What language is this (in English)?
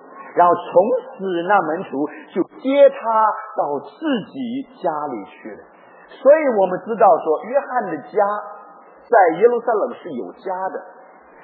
Chinese